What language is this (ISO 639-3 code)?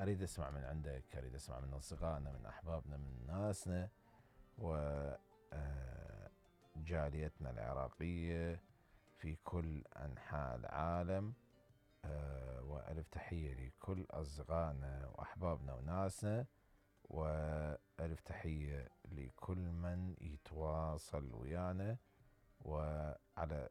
acm